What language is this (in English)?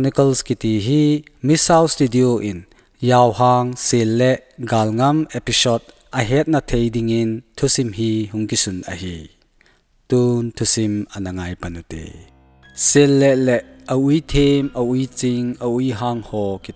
Thado Chin